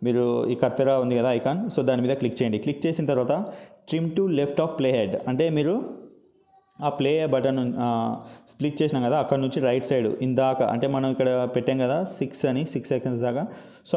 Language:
Telugu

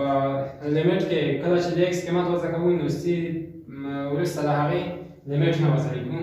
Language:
Pashto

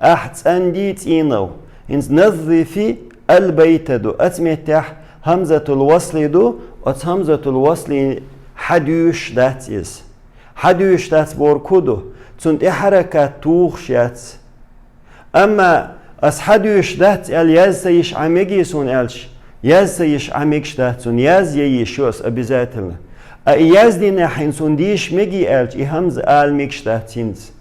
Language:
Chechen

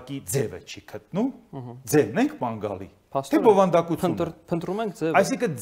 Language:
Armenian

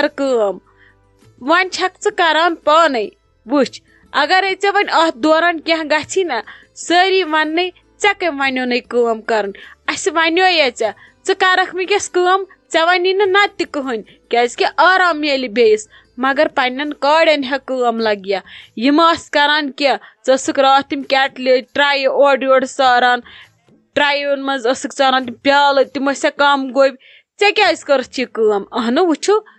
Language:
Kashmiri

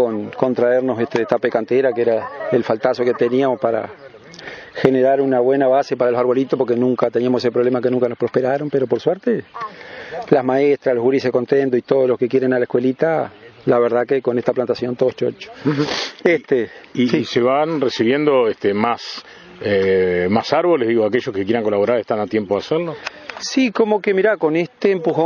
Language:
Spanish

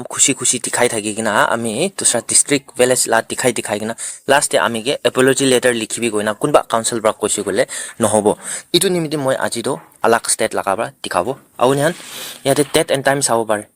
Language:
Naga Pidgin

